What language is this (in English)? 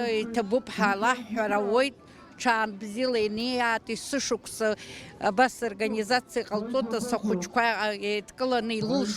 Abkhazian